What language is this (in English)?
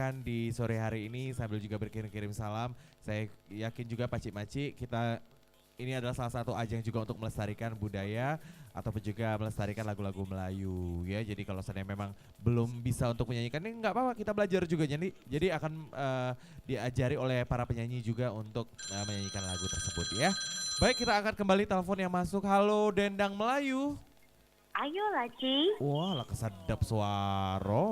Musi